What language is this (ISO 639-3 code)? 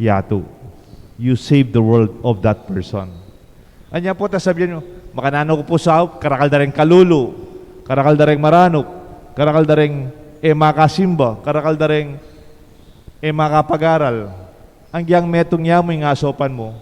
pam